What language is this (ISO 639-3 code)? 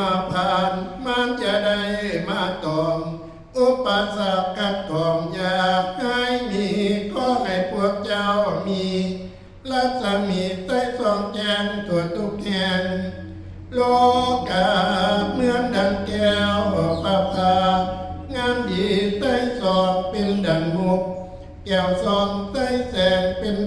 tts